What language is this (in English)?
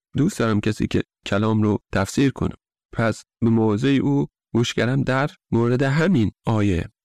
Persian